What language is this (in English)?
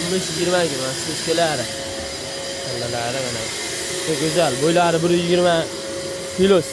Uzbek